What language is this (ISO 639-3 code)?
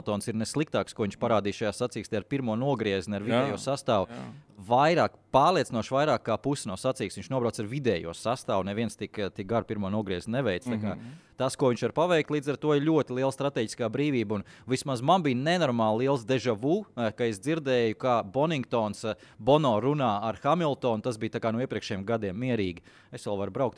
lav